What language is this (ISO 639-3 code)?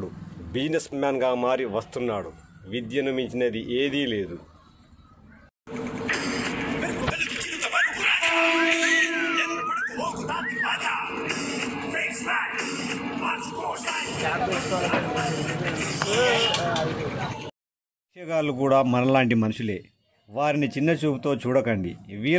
tel